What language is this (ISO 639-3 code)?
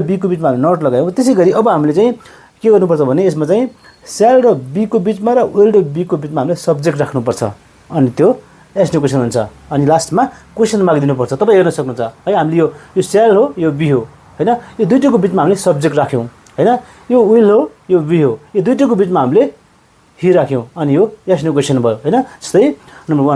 nep